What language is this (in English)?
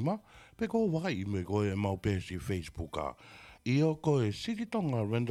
Tongan